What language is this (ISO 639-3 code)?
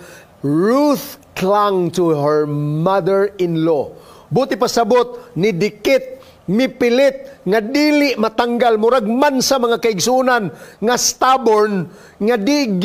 ceb